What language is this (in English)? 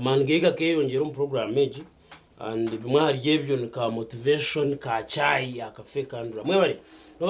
Nyankole